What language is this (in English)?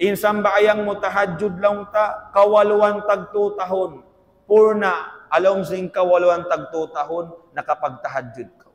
Tausug